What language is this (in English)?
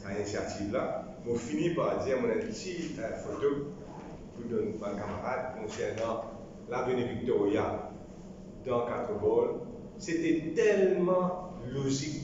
Morisyen